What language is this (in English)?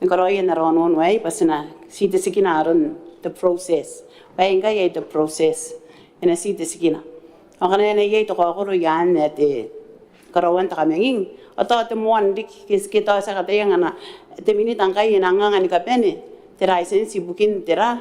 Gilbertese